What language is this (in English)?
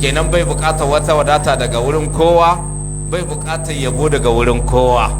Hausa